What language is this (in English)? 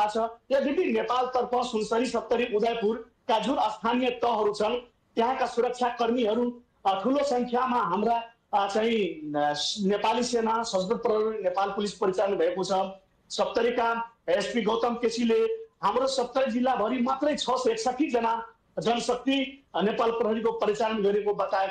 Nepali